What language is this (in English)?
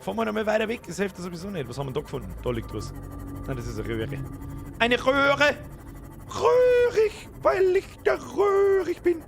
Bavarian